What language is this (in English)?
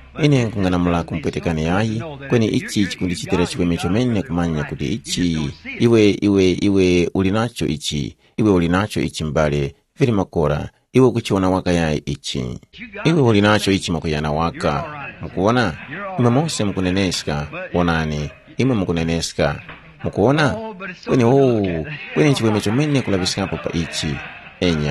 Tumbuka